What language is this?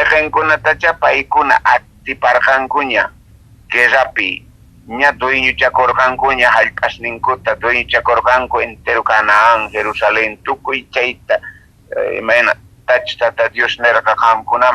South Bolivian Quechua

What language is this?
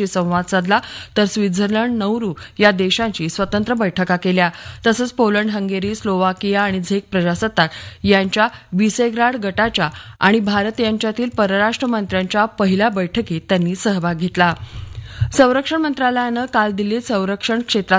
Marathi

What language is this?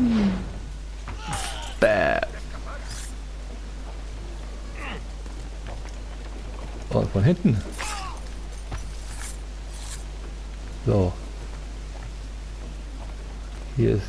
German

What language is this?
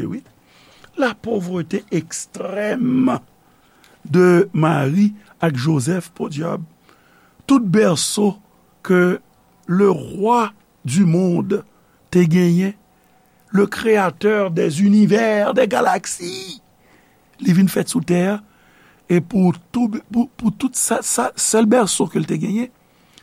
Haitian Creole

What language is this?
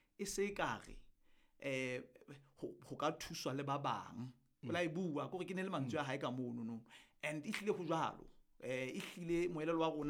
Southern Sotho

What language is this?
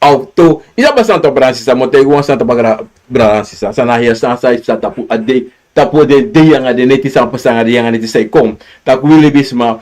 Sranan Tongo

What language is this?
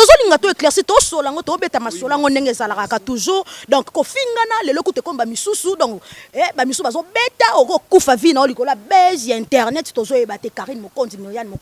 Lingala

